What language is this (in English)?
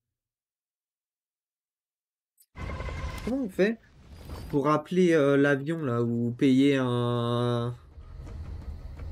French